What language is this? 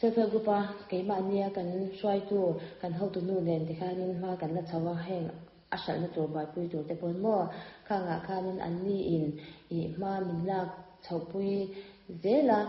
Mizo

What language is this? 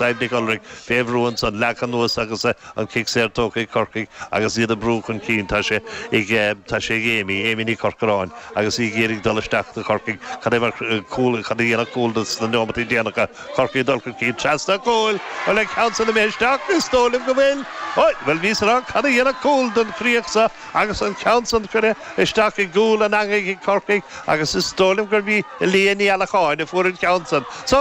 Irish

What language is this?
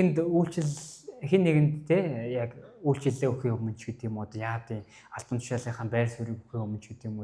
Mongolian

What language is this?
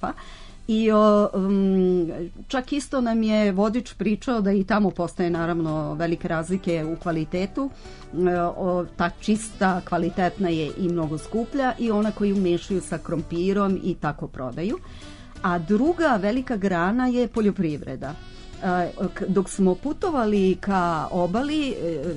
Serbian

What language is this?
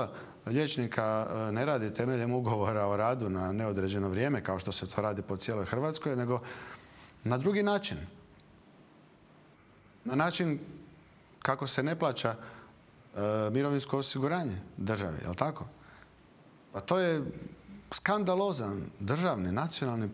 Croatian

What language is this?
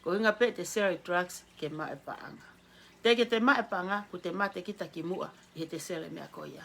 Tongan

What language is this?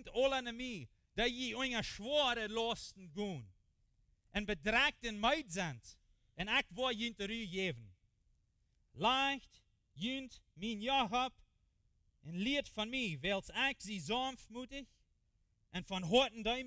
Plautdietsch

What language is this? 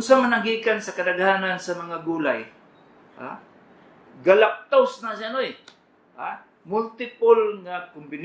Cebuano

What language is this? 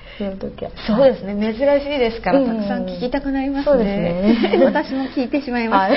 Japanese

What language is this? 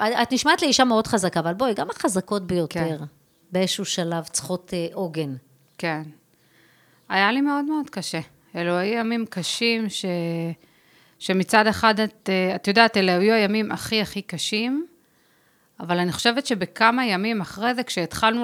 Hebrew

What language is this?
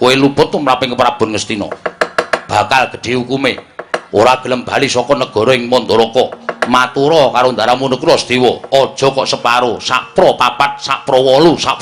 Javanese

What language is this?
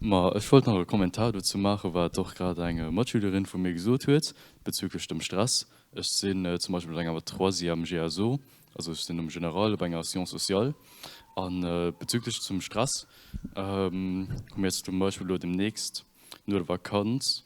Luxembourgish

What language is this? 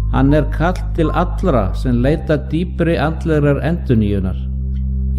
Icelandic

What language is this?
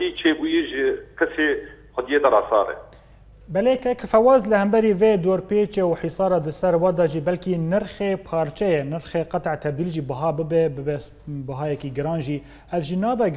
Kurdish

